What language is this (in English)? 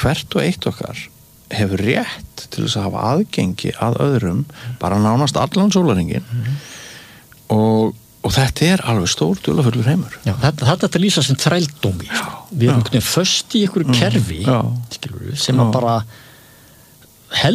Icelandic